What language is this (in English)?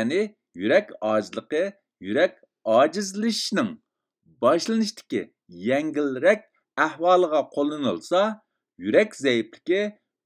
Uyghur